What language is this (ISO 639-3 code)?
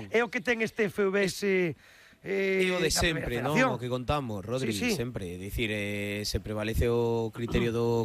glg